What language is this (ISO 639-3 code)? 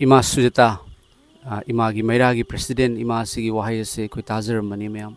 mni